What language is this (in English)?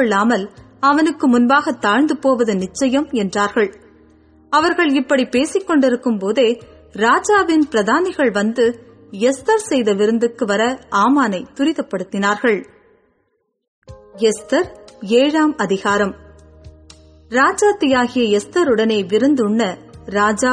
Tamil